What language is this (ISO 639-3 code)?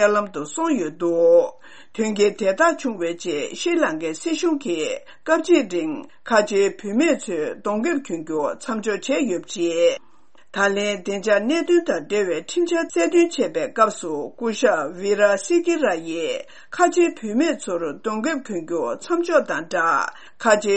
bod